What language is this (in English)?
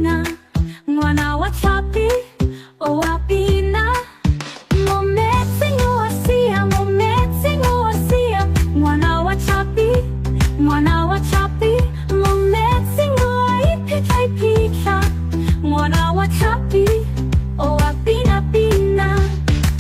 Tswana